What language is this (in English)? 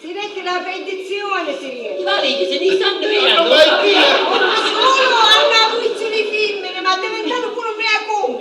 Sicilian